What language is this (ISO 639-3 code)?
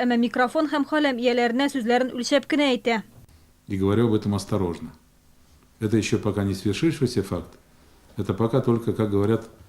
tat